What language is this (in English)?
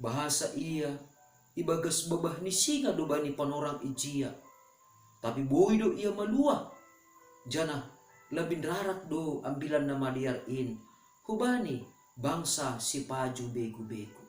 Batak Simalungun